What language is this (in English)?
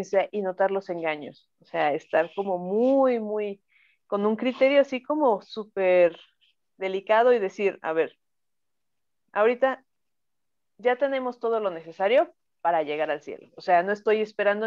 Spanish